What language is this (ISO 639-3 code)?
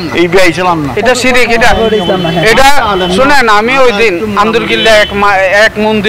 ben